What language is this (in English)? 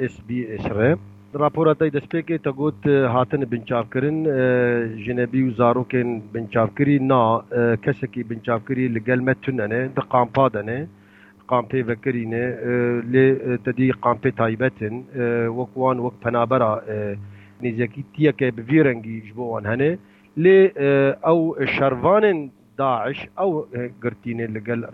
Kurdish